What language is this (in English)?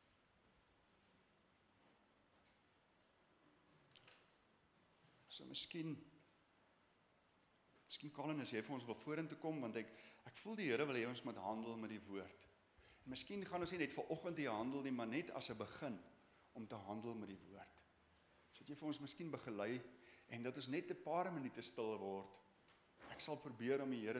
Afrikaans